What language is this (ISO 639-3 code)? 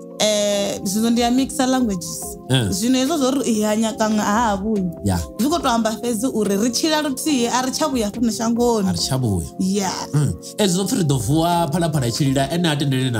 ven